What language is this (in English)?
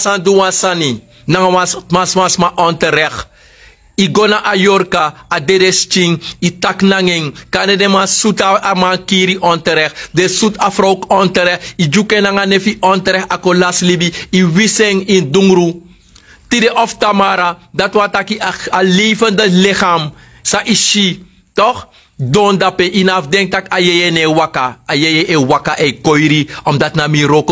Sranan Tongo